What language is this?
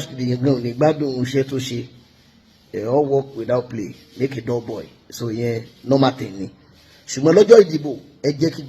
Yoruba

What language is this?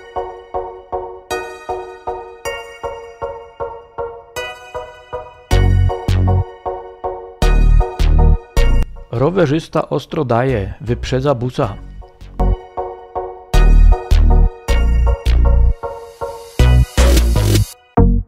Polish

